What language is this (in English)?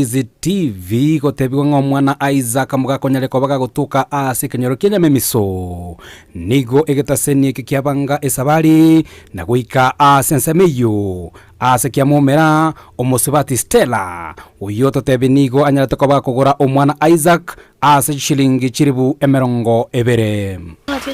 Gusii